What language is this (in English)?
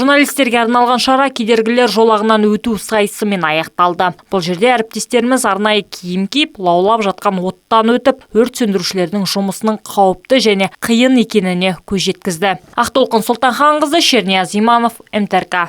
Kazakh